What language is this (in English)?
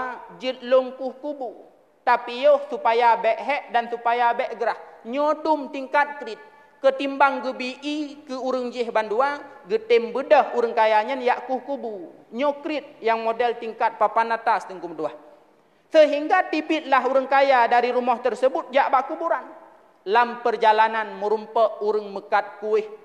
Achinese